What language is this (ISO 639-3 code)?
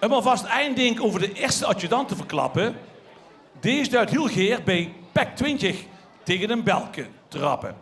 lim